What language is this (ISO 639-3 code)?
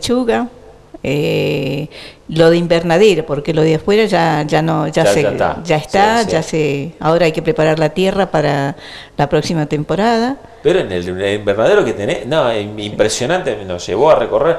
spa